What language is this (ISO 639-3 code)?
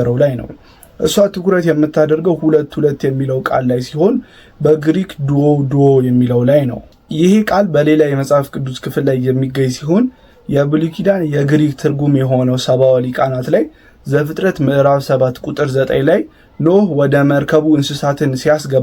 amh